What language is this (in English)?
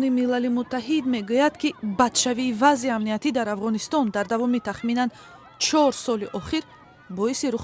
Tajik